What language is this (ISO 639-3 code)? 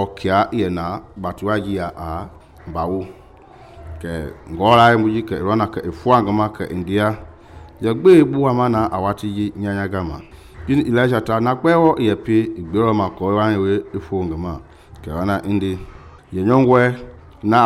men